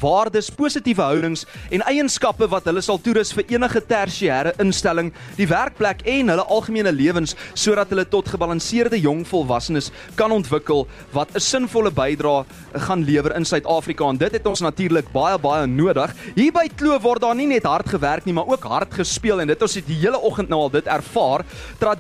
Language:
Afrikaans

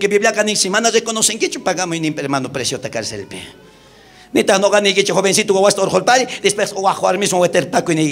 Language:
South Bolivian Quechua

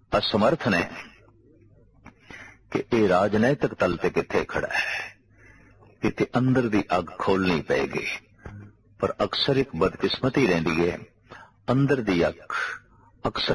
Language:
Punjabi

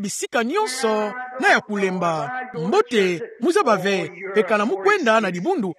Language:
Kituba (Democratic Republic of Congo)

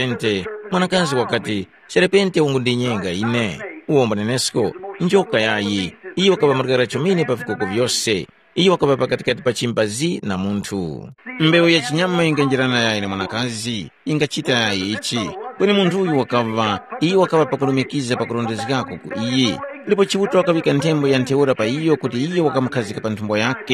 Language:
Tumbuka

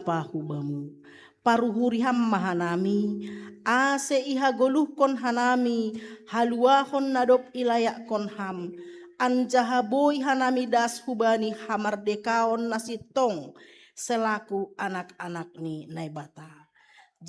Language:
Batak Simalungun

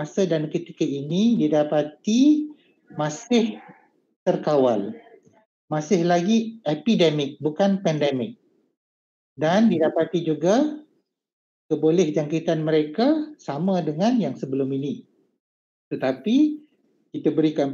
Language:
Malay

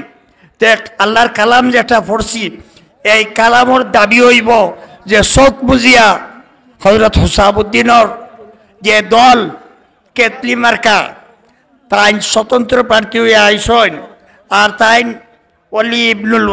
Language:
Sylheti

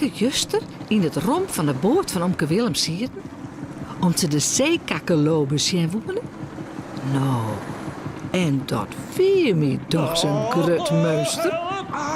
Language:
Western Frisian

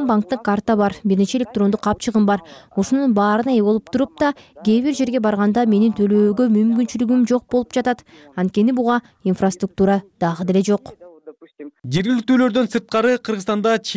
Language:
Kyrgyz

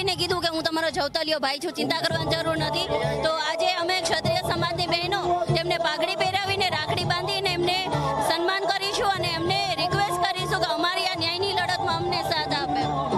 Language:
Gujarati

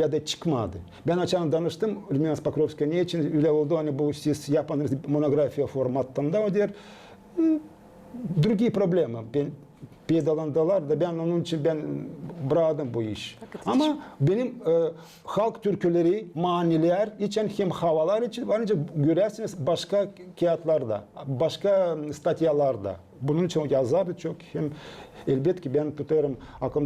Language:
Gagauz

